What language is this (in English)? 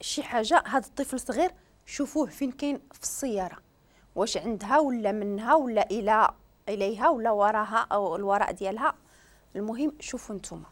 Moroccan Arabic